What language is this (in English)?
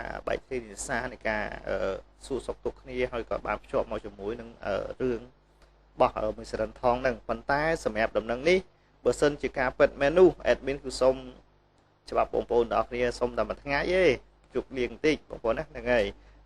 Khmer